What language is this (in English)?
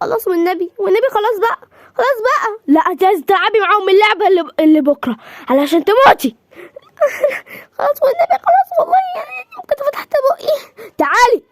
Egyptian Arabic